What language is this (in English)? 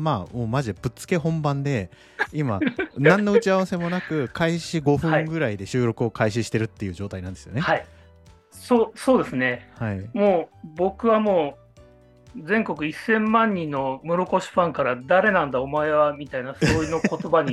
Japanese